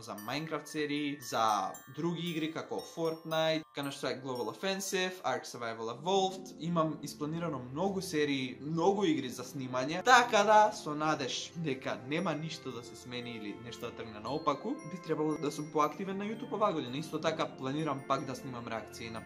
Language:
Macedonian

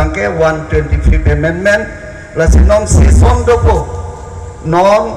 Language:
Karbi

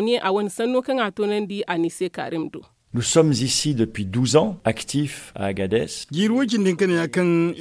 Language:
Zarma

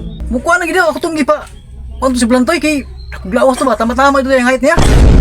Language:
Cebuano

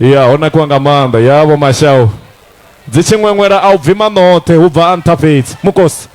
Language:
Venda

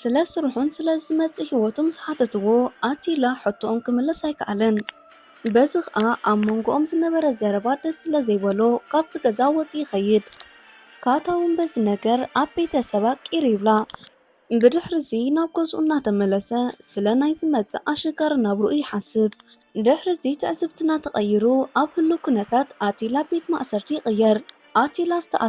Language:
Tigrinya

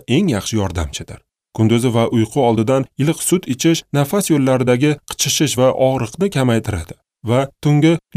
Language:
Uzbek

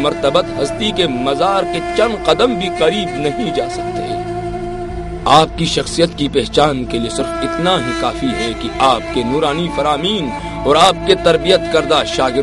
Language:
Urdu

